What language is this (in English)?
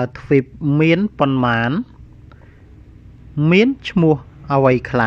Khmer